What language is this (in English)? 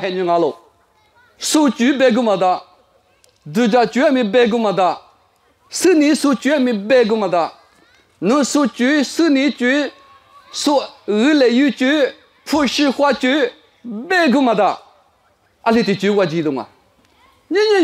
Lisu